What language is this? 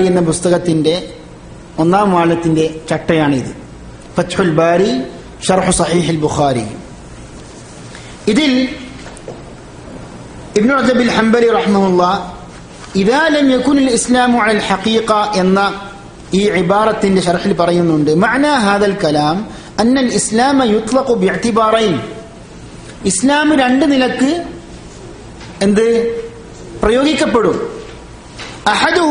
Malayalam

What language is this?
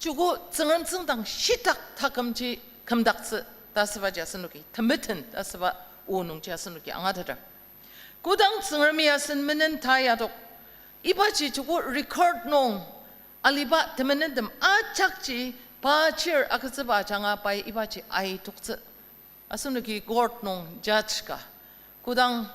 Ao Naga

